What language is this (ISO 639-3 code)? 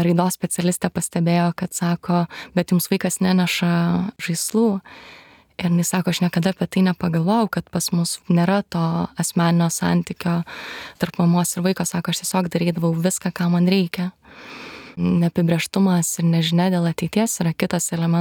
lit